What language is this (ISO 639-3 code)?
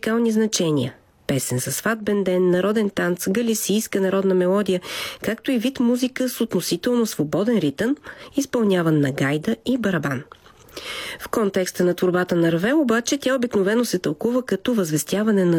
bul